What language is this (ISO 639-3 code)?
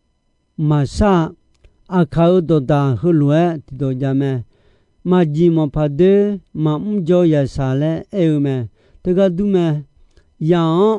ahk